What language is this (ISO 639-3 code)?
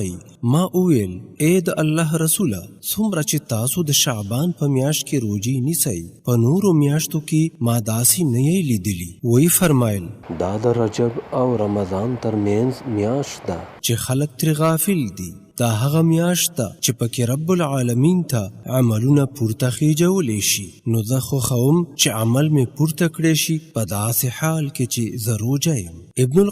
pus